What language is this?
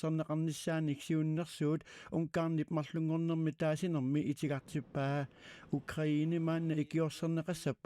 Kalaallisut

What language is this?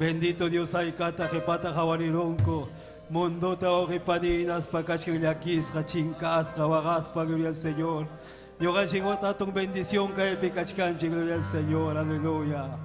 Ayacucho Quechua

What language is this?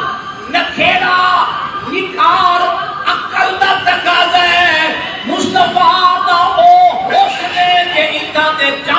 Saraiki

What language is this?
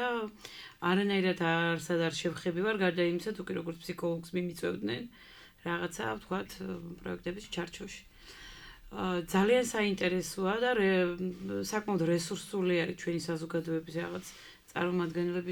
Georgian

